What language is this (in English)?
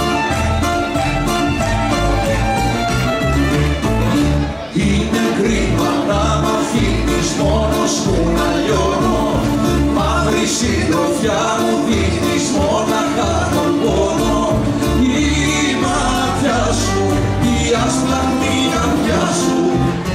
Greek